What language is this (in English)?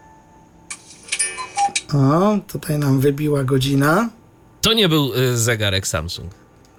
Polish